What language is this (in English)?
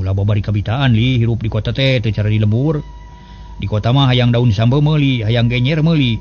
Sundanese